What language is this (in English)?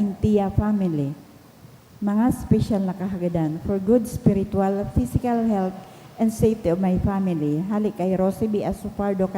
Bikol